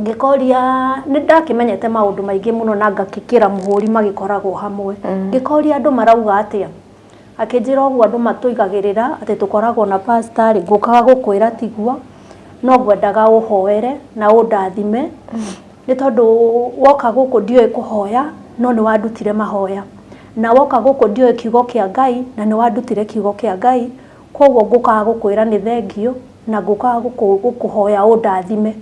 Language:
Kikuyu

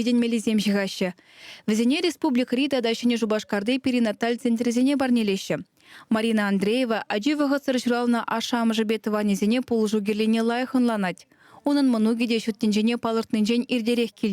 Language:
Chuvash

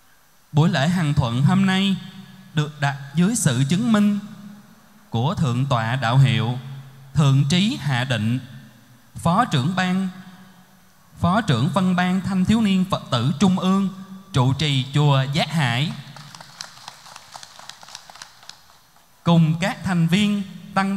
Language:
Vietnamese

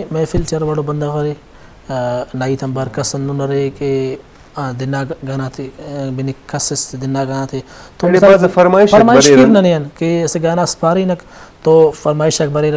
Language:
Brahui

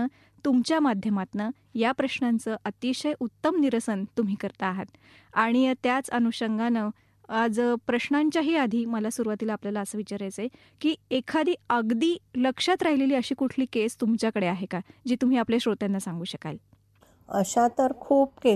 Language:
Marathi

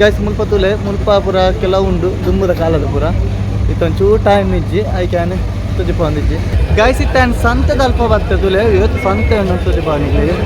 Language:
Tulu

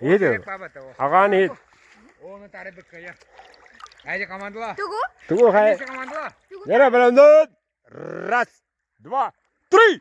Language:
Yakut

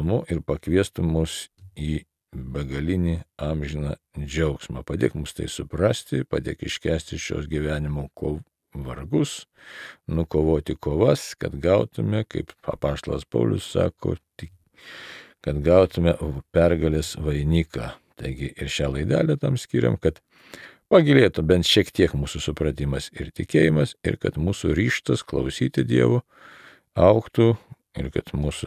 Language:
Lithuanian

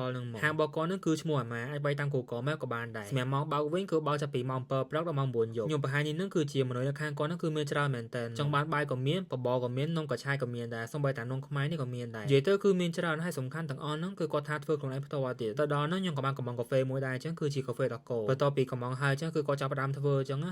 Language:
Khmer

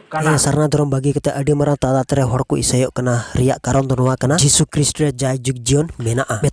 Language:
Santali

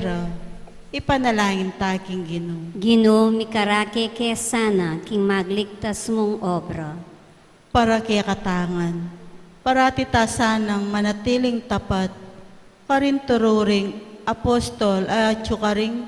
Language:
Pampanga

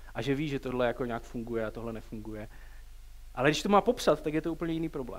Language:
Czech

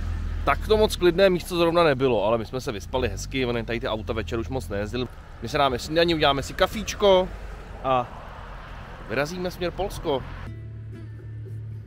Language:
Czech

